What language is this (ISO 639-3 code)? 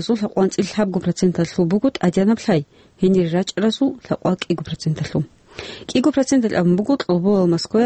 ava